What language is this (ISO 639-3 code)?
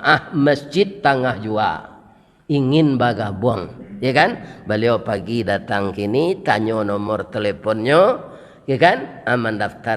min